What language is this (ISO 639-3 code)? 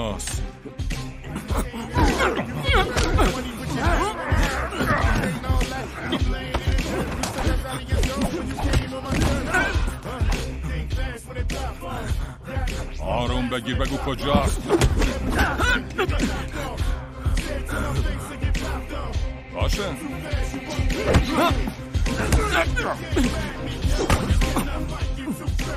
fas